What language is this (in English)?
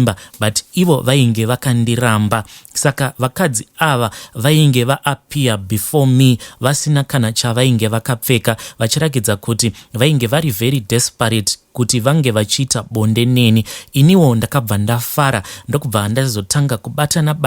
Shona